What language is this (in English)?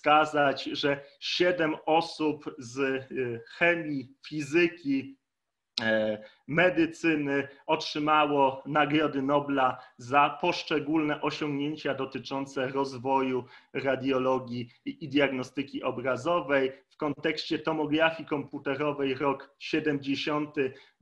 Polish